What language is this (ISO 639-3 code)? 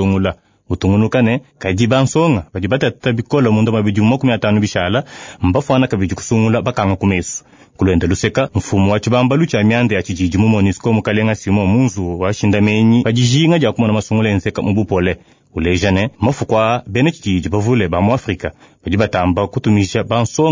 lua